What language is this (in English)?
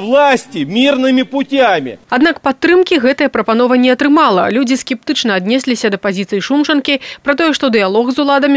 Belarusian